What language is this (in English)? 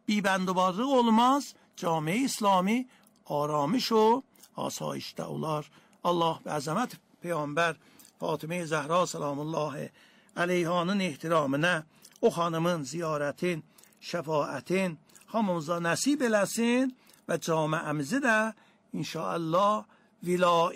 Azerbaijani